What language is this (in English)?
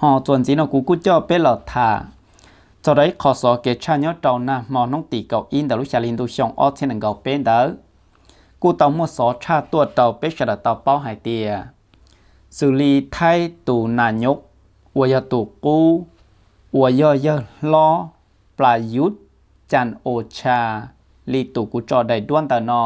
Hmong